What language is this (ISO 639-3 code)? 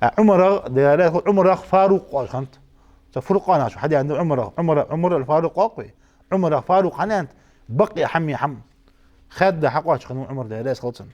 inh